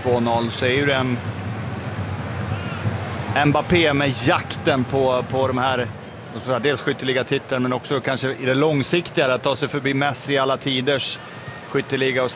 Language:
Swedish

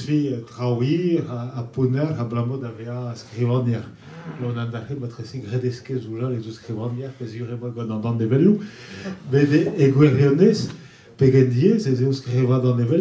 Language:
Breton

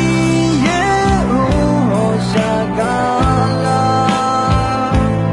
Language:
Akha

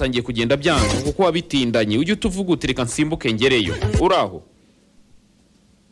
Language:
Kinyarwanda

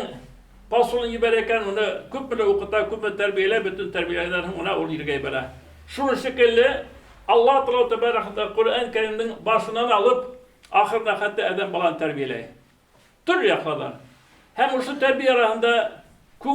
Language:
Bashkir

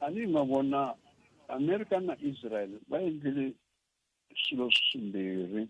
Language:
Tsonga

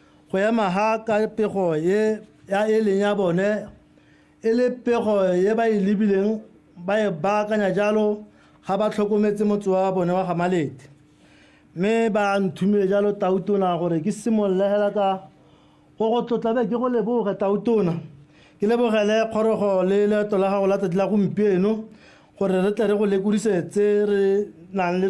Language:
Tswana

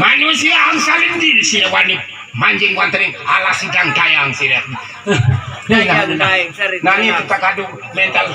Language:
Sasak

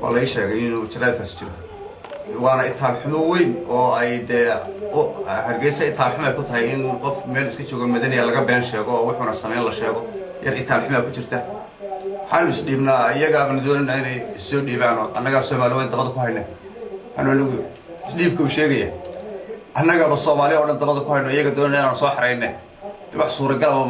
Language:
Somali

